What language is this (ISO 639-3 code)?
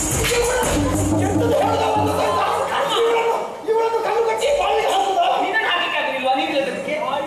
kan